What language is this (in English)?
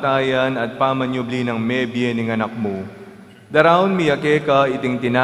Pampanga